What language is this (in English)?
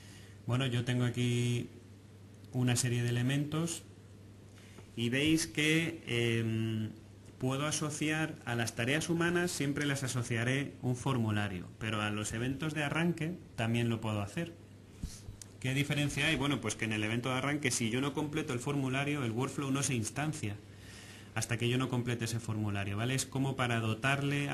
Spanish